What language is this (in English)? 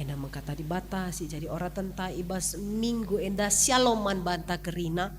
Batak Karo